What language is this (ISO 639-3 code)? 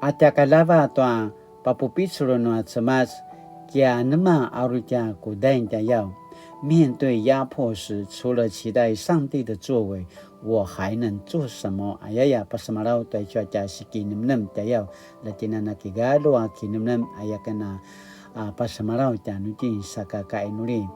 pwn